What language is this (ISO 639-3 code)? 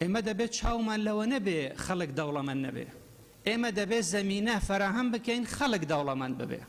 ckb